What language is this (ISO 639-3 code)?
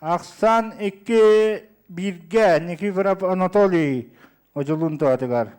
sah